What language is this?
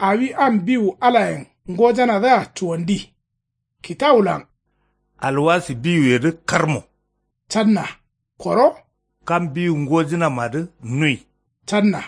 Kanuri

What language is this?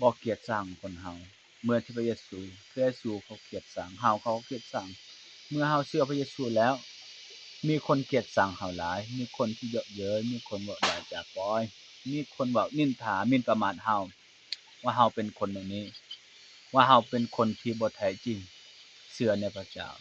Lao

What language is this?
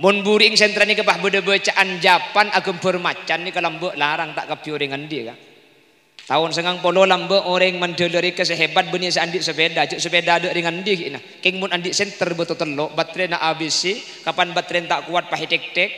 Madurese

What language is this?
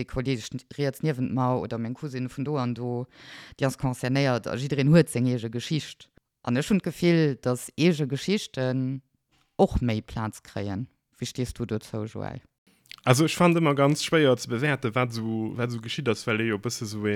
Luxembourgish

